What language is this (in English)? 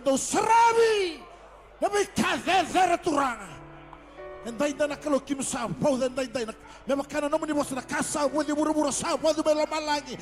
Fijian